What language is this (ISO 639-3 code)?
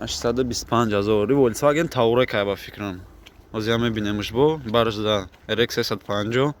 tgk